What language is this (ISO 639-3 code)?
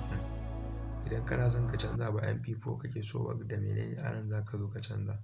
hau